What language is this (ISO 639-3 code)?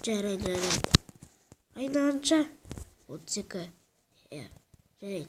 kaz